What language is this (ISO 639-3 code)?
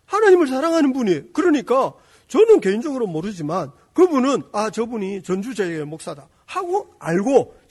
kor